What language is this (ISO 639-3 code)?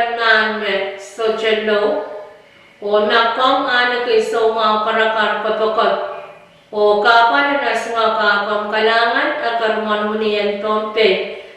pon